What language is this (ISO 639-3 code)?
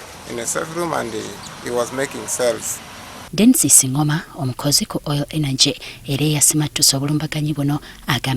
lug